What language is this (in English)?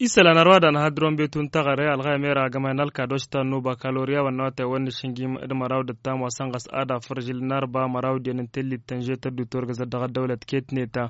Tamasheq